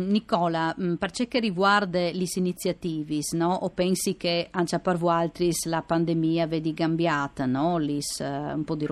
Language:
Friulian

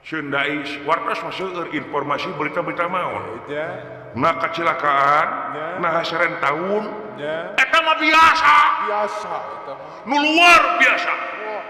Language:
Sundanese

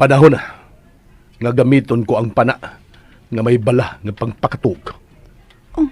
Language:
Cebuano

